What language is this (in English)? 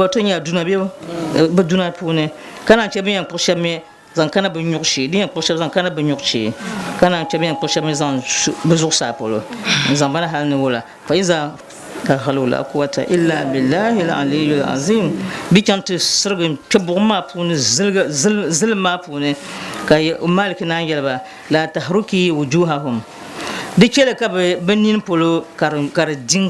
Dagbani